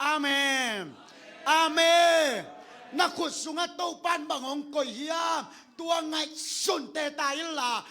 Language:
Tedim Chin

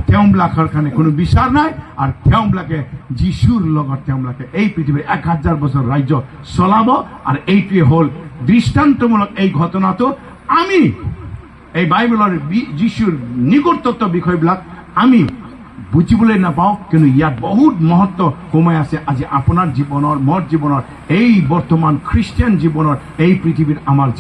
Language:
Assamese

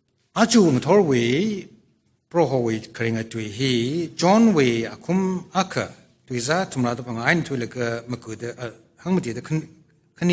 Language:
Tangkhul Naga (India)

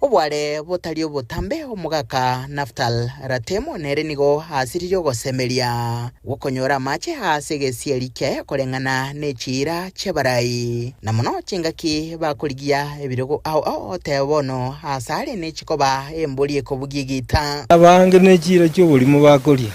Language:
Gusii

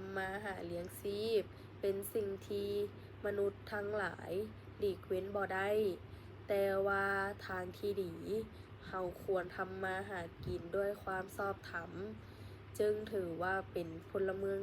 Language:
Lao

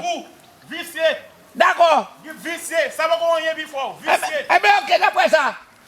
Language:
Haitian Creole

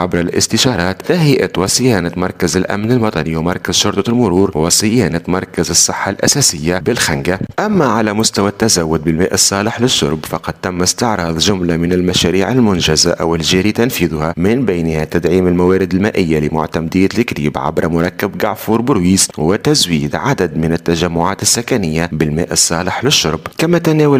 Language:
Arabic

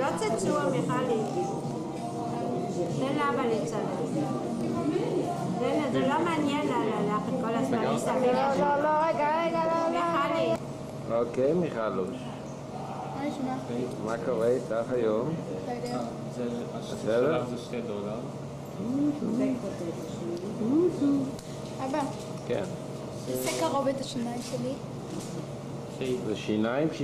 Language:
Hebrew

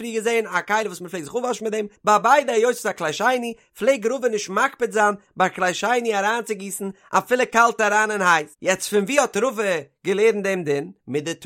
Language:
Yiddish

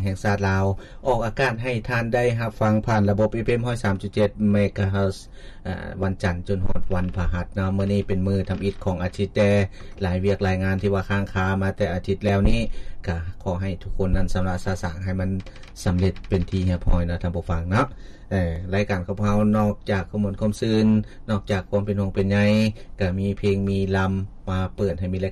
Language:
Lao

